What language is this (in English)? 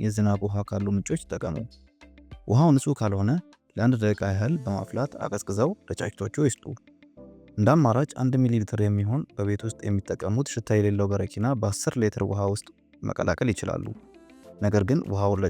Amharic